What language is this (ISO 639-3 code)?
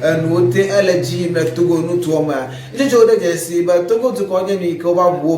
ewe